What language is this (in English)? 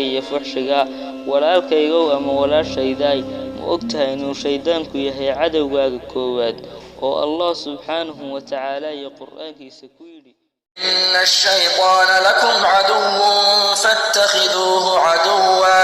Somali